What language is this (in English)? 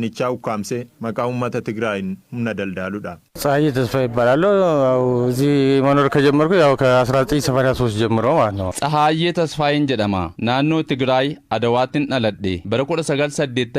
Oromo